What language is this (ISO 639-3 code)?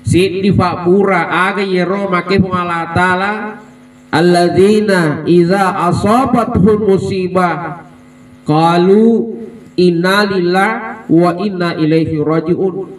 bug